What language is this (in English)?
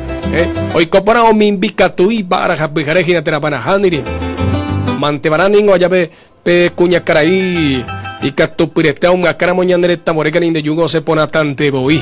Guarani